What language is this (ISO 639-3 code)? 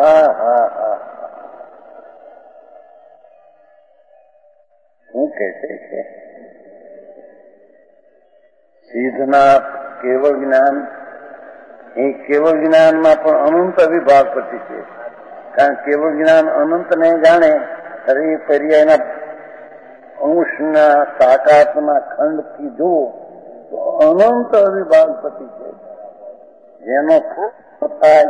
guj